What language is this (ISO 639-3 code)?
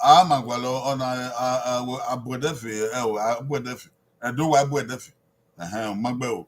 bin